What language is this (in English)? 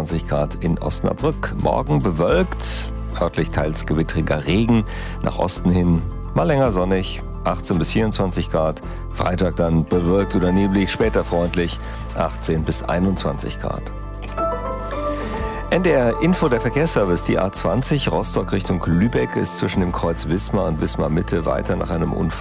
German